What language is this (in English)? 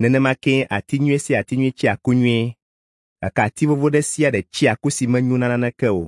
Ewe